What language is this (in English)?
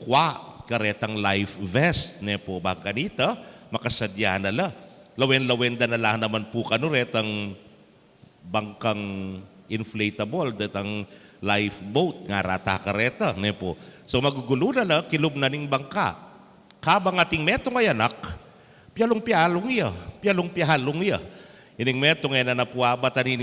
Pampanga